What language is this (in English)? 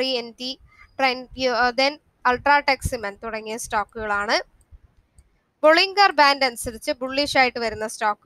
Malayalam